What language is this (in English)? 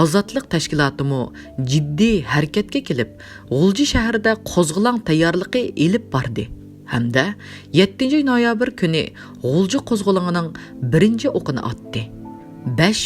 Uyghur